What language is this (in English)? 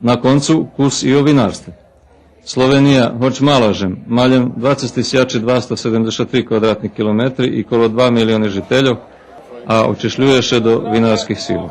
Rusyn